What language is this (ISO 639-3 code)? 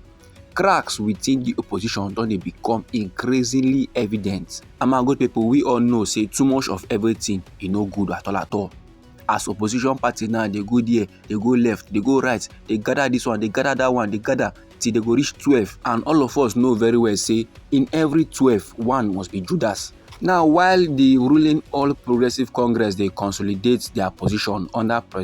pcm